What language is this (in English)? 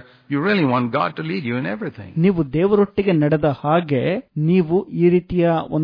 Kannada